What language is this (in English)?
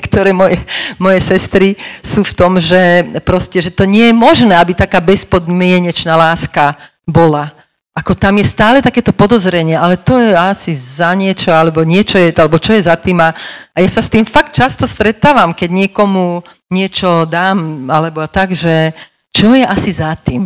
Slovak